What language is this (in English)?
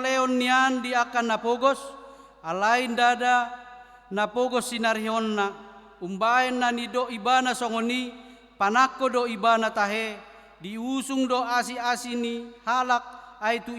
Batak Toba